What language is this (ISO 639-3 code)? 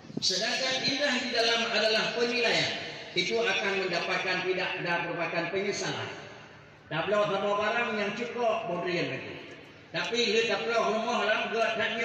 ace